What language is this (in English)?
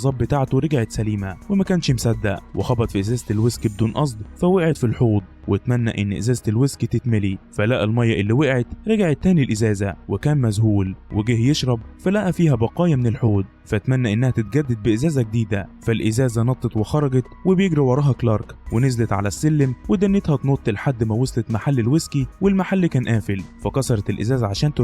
Egyptian Arabic